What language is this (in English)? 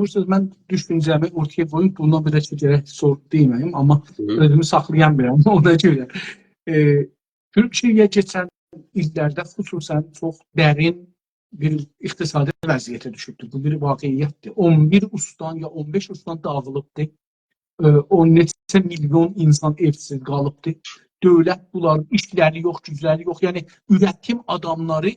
South Azerbaijani